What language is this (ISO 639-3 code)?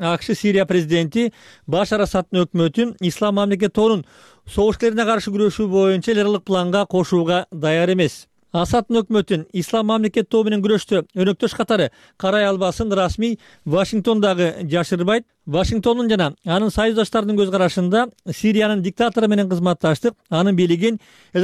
kir